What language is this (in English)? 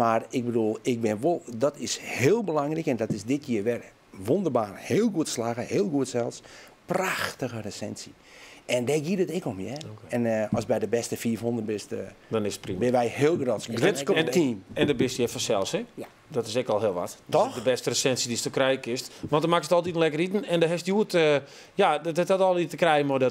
Western Frisian